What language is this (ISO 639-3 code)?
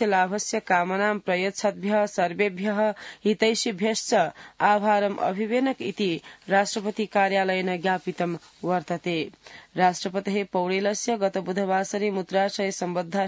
san